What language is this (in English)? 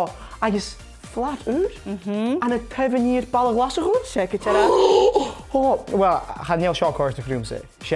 Scottish Gaelic